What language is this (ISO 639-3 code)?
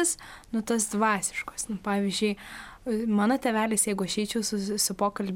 lit